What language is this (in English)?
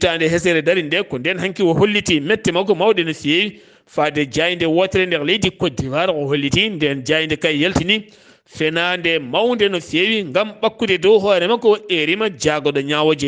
Fula